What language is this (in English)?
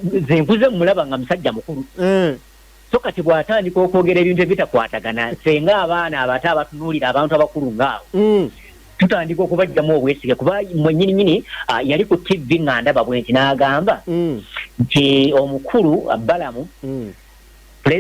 Ganda